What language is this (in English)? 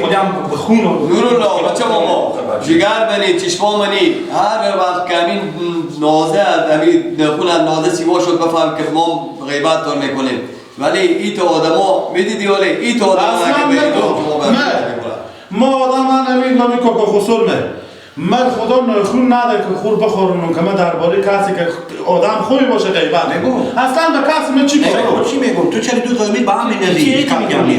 Persian